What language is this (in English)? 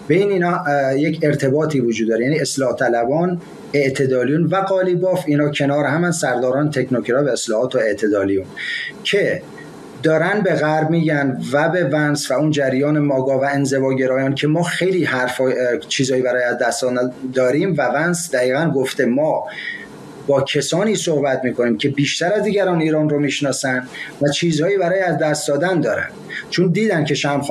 Persian